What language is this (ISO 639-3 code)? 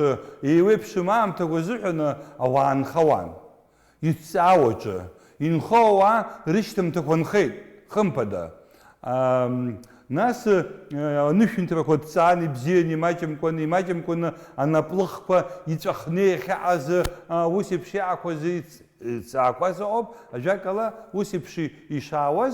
abk